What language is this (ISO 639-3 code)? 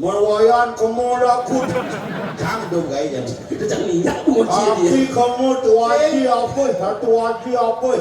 ban